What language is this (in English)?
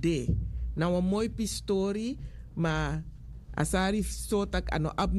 Sranan Tongo